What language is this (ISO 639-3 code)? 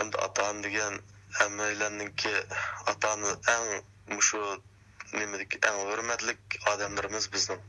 uig